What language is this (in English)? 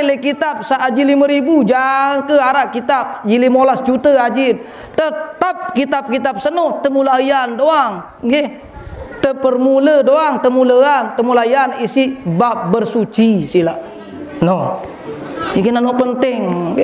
Sasak